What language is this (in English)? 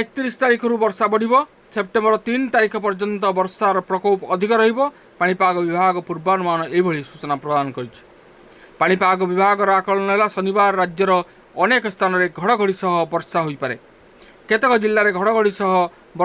Odia